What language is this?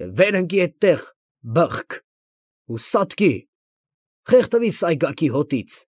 Armenian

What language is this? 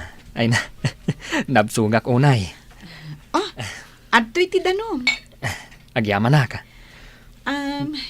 Iloko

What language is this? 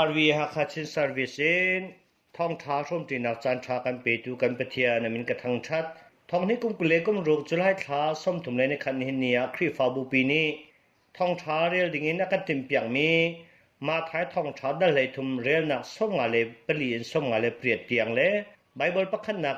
Hakha Chin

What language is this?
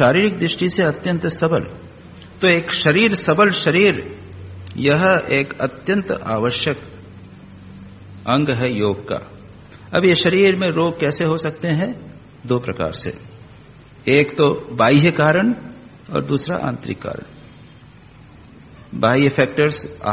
Hindi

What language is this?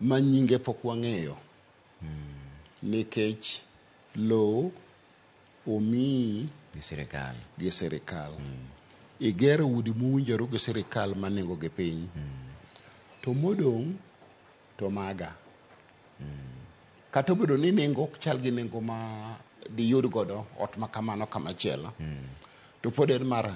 Luo (Kenya and Tanzania)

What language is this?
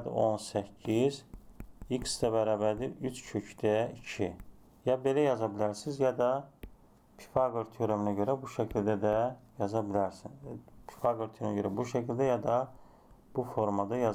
Azerbaijani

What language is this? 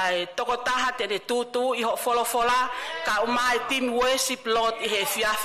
Tongan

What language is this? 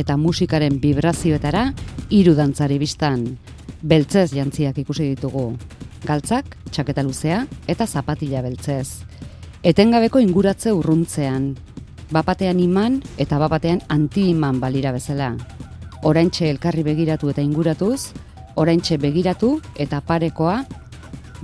Basque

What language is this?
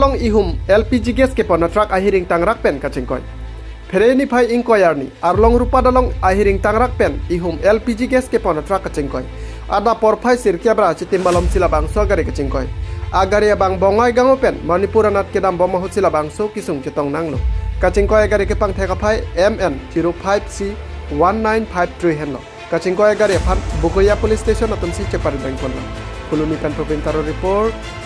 Karbi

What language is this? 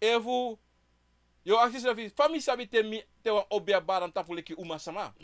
Sranan Tongo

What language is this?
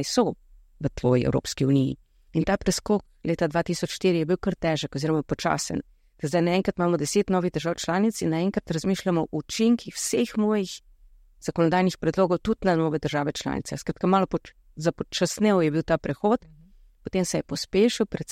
Slovenian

